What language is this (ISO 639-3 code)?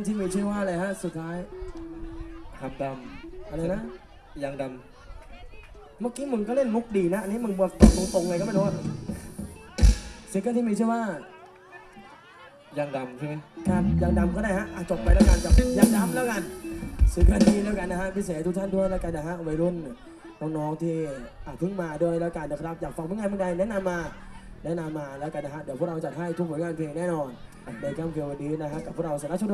tha